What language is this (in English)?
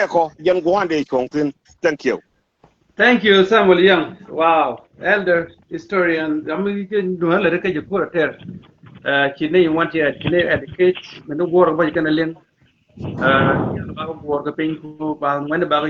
Nuer